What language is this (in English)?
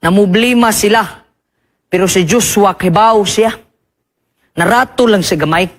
Cebuano